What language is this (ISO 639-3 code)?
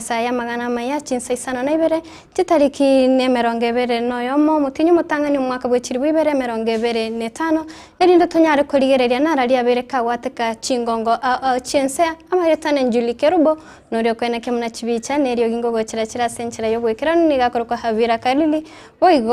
guz